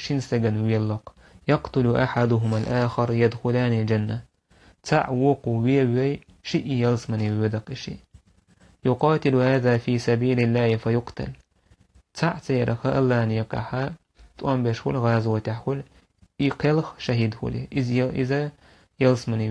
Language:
Chechen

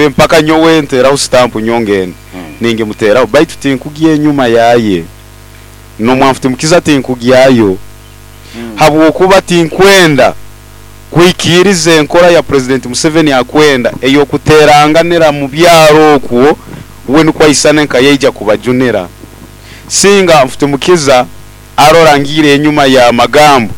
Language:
Nyoro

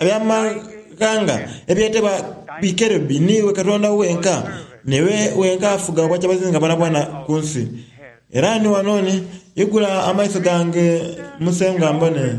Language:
Soga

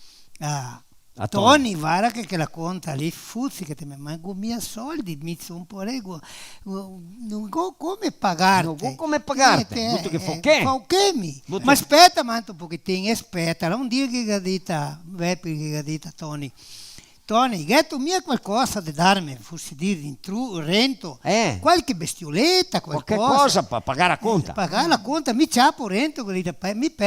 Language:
Venetian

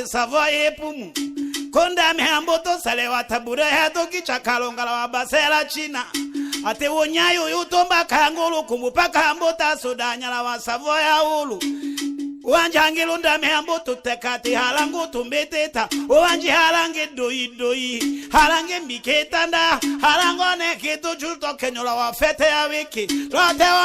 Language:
Tetela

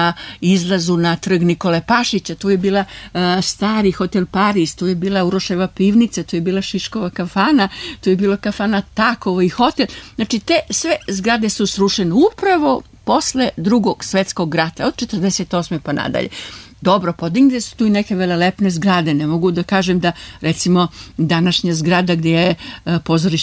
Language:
Serbian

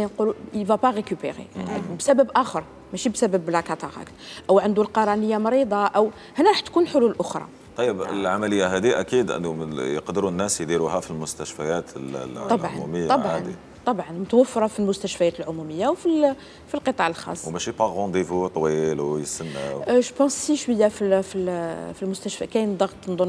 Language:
Algerian Arabic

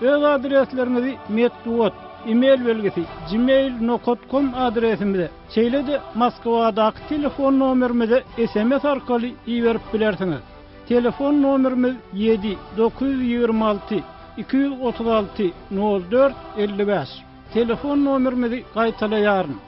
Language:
Turkmen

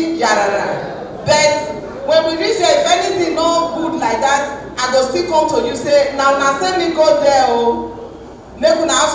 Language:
Nigerian Pidgin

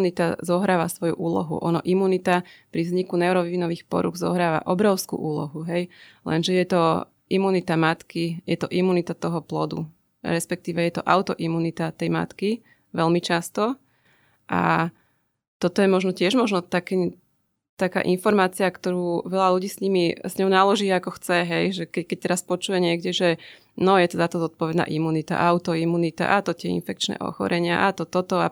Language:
Slovak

